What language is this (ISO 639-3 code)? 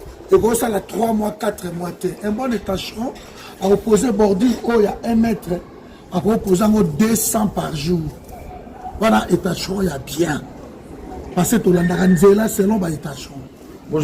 lin